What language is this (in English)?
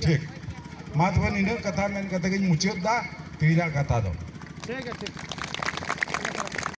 Santali